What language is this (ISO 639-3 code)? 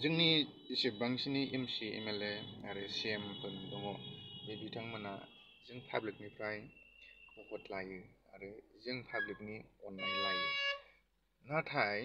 brx